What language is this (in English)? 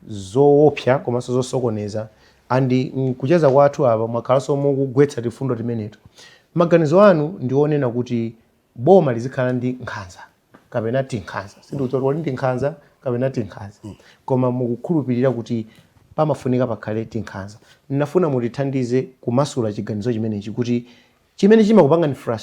Nyanja